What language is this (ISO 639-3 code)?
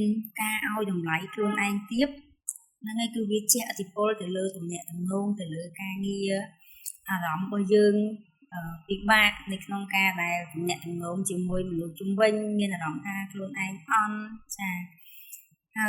khm